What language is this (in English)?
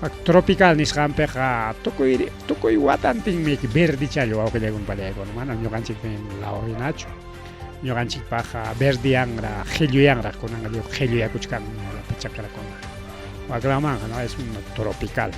Ayacucho Quechua